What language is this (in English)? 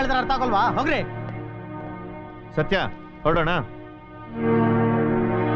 Kannada